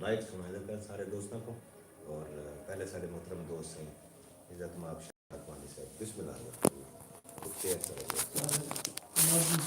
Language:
Saraiki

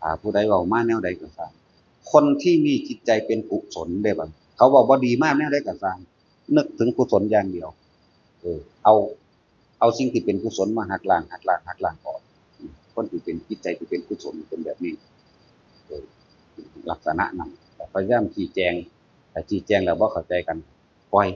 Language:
Northeastern Thai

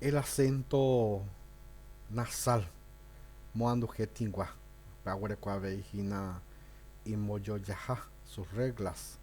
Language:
Guarani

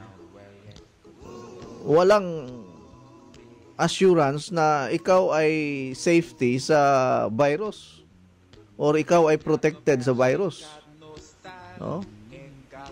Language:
Filipino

